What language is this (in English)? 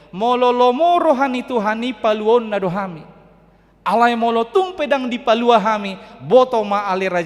Batak Toba